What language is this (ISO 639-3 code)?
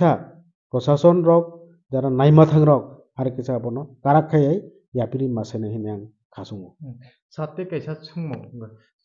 trp